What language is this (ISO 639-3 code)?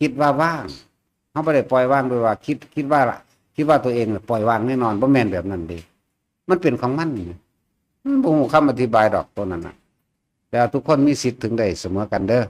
tts